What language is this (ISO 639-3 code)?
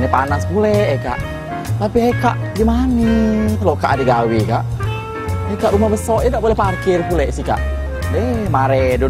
mui